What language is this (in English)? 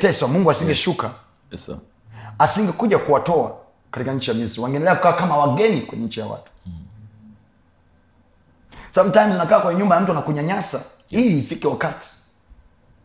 Swahili